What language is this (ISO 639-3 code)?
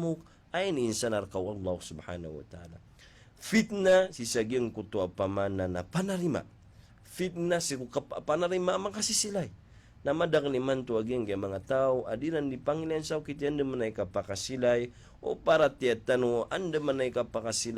mrw